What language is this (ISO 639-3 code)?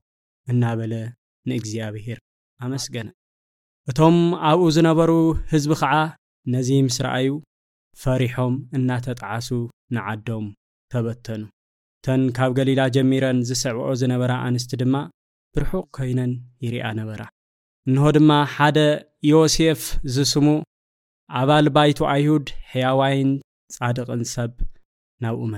tir